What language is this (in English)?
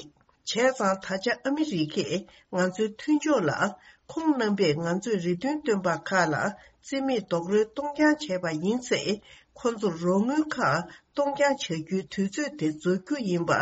Tibetan